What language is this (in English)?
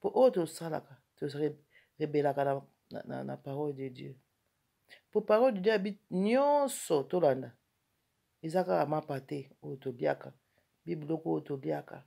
Lingala